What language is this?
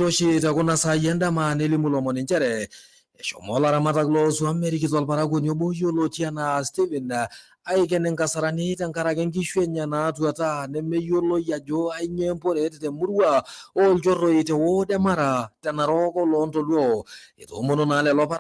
Masai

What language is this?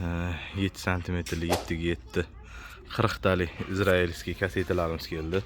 Uzbek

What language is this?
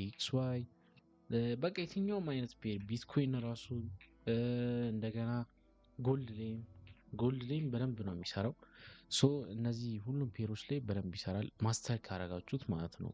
Amharic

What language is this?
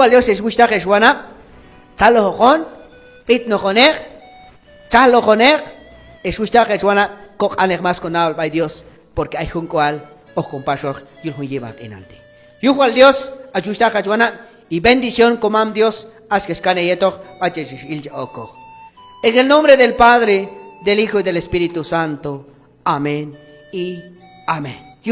Q'anjob'al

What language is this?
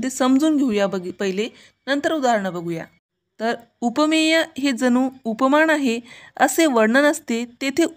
Marathi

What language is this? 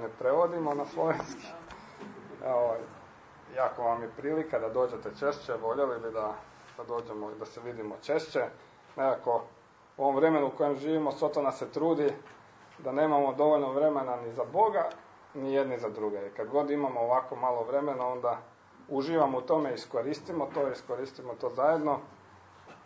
Croatian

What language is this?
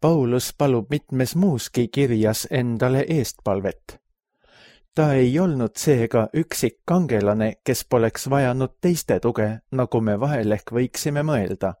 Estonian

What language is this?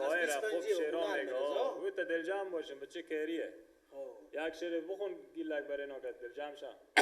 Persian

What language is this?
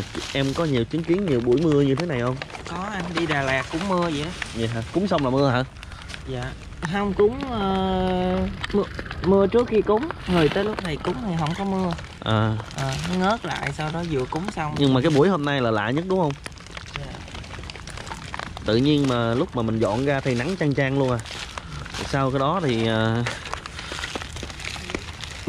Vietnamese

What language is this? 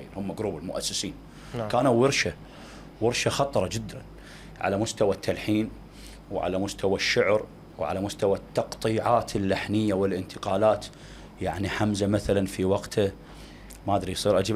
Mesopotamian Arabic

